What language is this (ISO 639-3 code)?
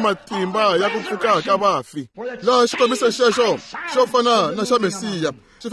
tso